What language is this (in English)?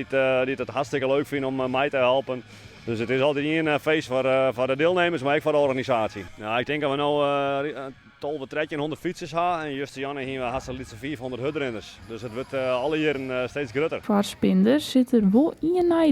Western Frisian